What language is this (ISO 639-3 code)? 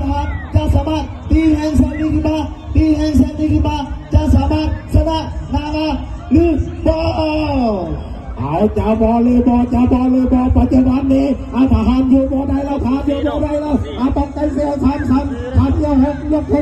lao